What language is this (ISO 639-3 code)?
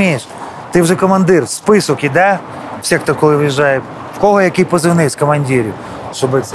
ukr